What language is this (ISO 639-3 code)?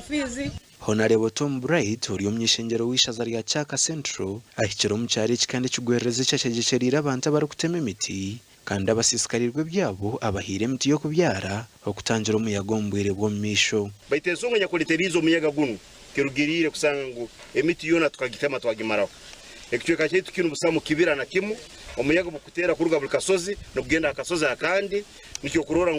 nyn